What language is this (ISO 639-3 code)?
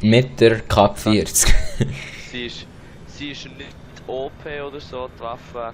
gsw